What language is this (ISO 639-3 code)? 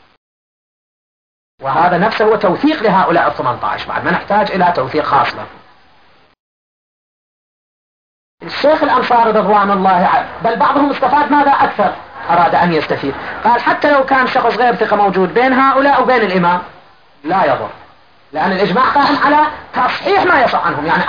ara